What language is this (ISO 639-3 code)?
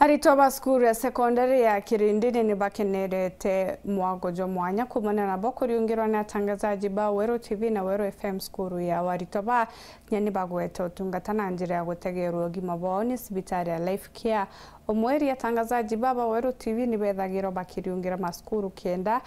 mer